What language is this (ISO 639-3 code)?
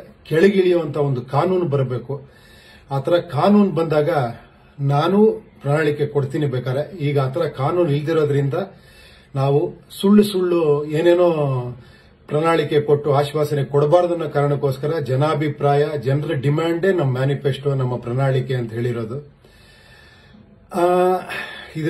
kan